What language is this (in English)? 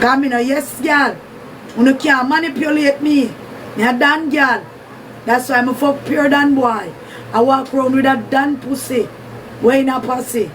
Jamaican Creole English